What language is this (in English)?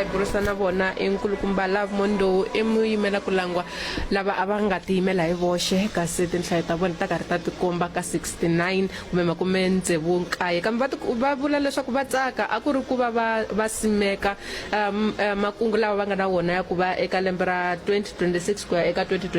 Tsonga